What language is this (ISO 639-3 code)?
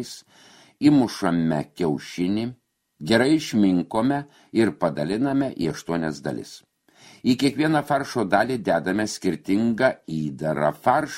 lit